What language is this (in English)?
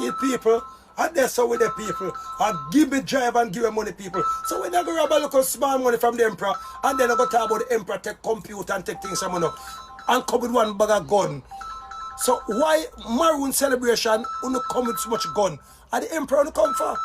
Jamaican Creole English